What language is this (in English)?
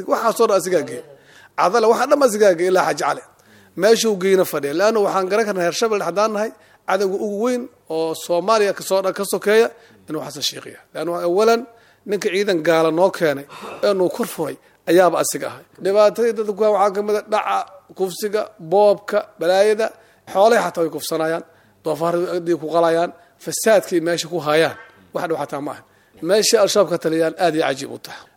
Somali